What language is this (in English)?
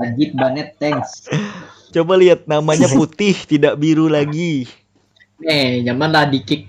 Banjar